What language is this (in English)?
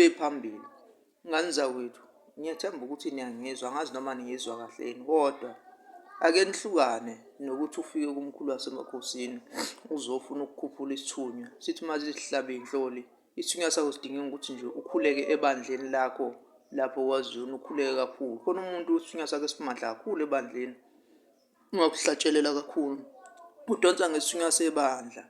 Zulu